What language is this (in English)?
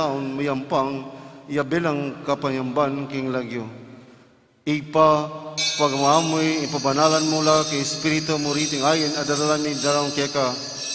Pampanga